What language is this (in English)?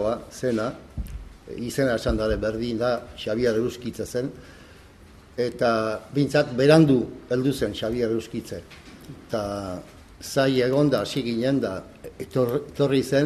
Basque